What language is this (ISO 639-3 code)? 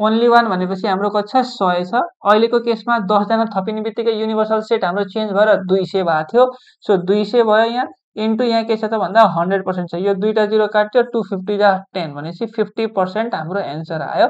nep